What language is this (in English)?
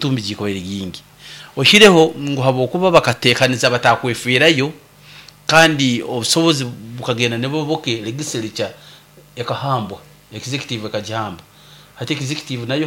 Nyoro